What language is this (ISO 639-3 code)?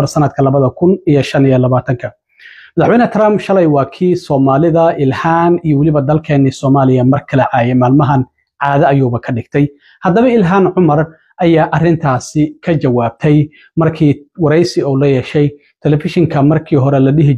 som